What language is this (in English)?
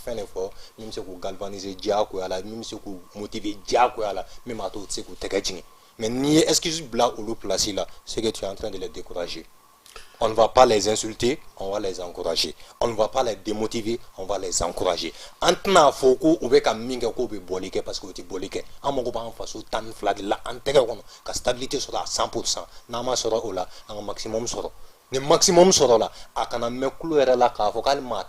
Bambara